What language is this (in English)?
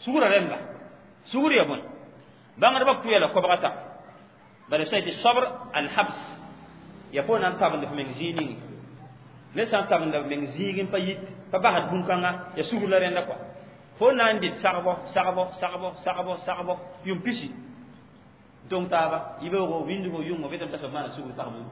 Mossi